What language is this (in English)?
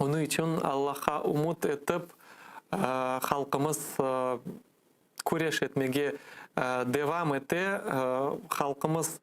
Crimean Tatar